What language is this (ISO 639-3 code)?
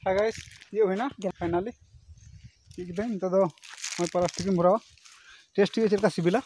sat